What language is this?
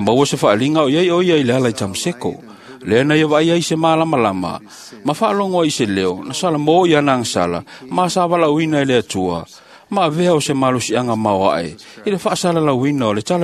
Samoan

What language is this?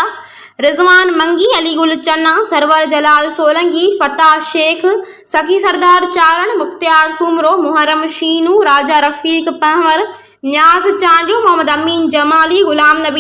Sindhi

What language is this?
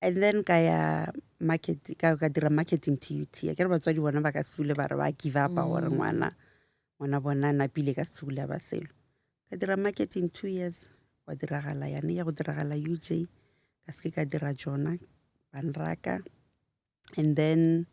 Northern Sotho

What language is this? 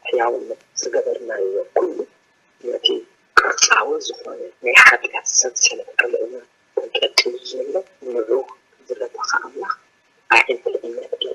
Tigrinya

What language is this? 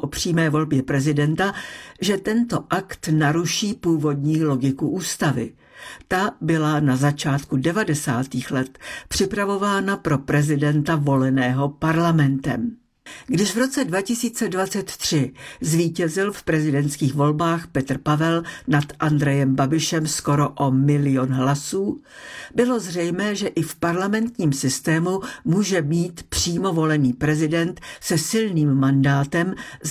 Czech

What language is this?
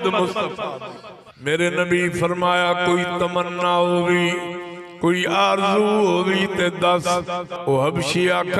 Saraiki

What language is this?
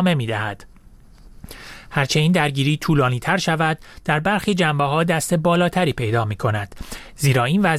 Persian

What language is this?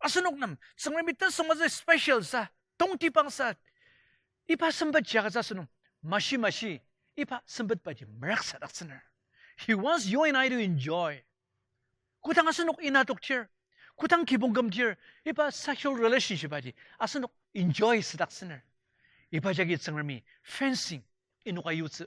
Ao Naga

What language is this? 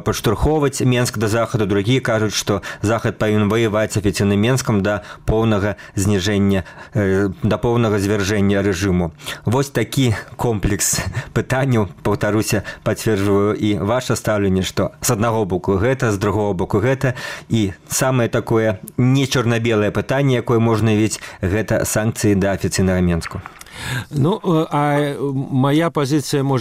Belarusian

